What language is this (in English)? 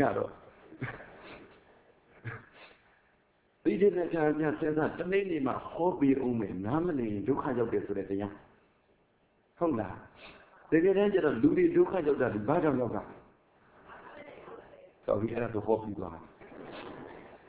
Burmese